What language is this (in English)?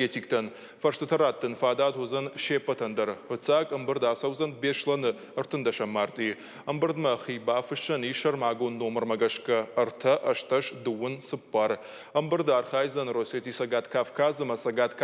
Ossetic